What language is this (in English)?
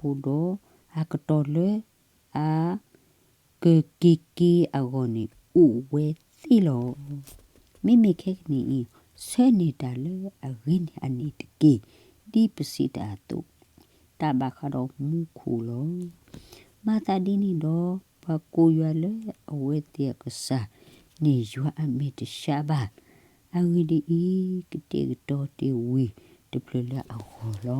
S'gaw Karen